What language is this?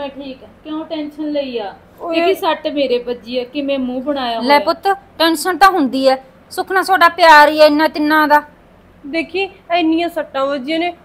Punjabi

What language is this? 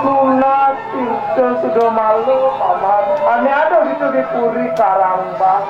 Balinese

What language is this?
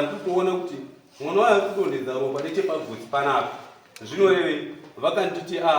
Shona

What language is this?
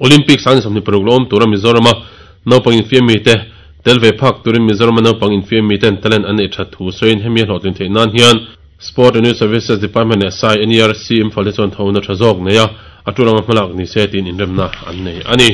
Mizo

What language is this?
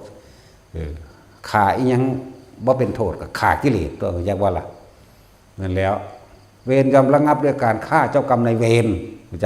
Northeastern Thai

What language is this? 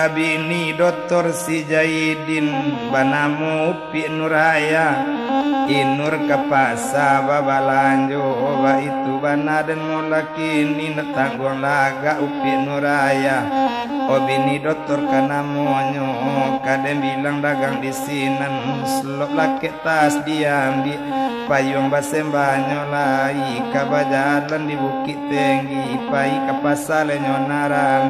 Minangkabau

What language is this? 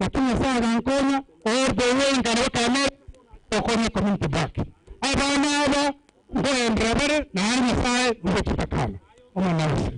Gusii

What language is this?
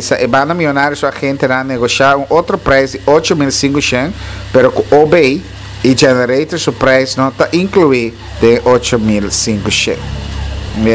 Papiamento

